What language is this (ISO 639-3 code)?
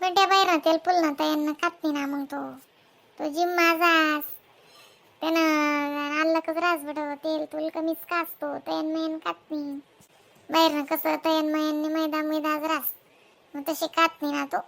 khn